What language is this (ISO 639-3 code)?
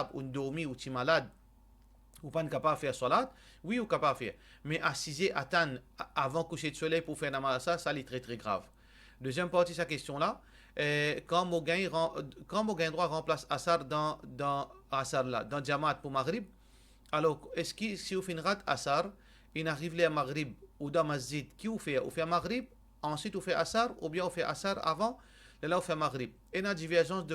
mfe